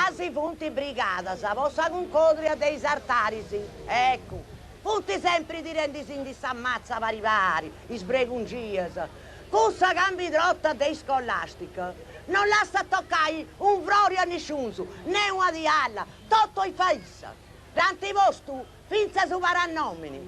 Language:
Sardinian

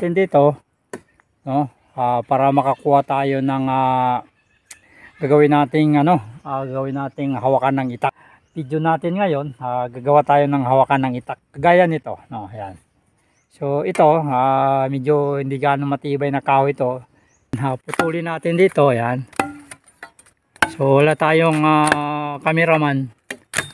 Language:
Filipino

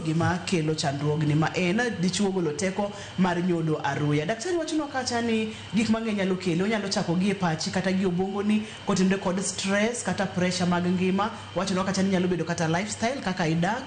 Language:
Luo (Kenya and Tanzania)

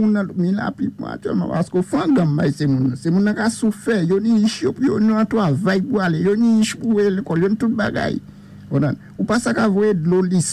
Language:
Saint Lucian Creole French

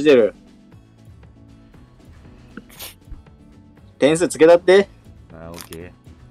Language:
Japanese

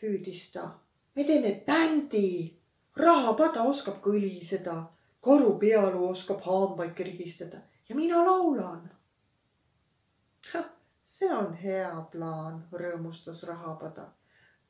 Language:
Estonian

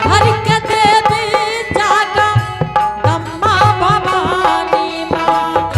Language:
Angika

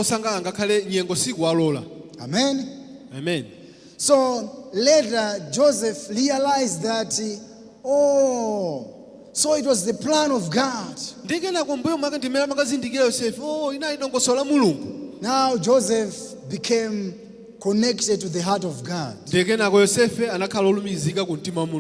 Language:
Nyanja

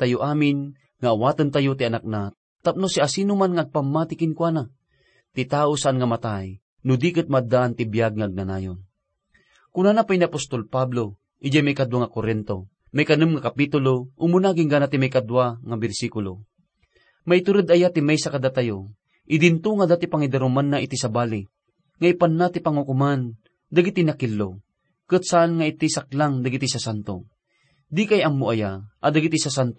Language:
Iloko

